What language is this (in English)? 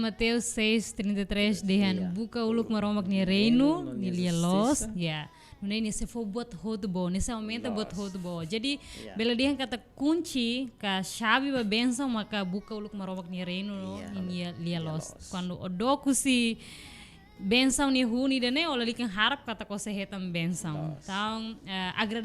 Tetum